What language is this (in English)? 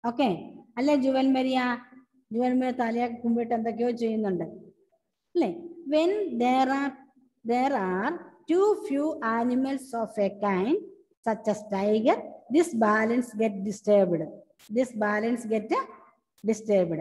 Malayalam